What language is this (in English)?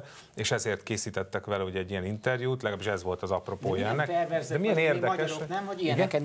Hungarian